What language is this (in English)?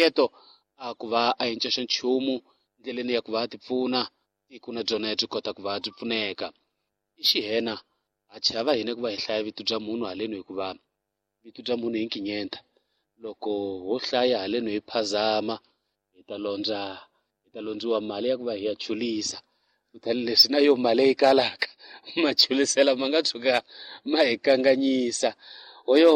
Tsonga